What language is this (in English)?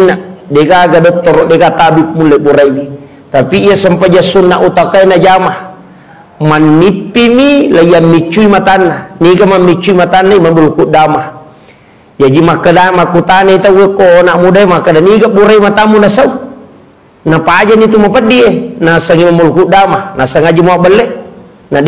Buginese